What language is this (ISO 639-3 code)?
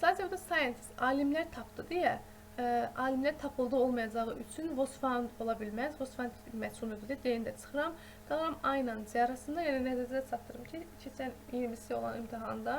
aze